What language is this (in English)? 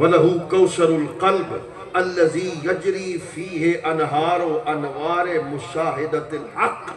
Saraiki